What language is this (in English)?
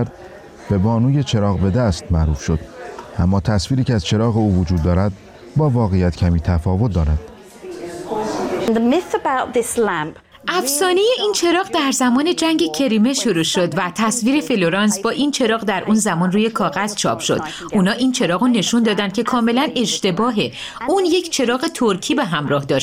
Persian